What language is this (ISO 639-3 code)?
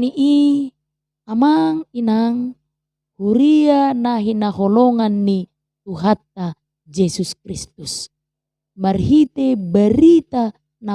bbc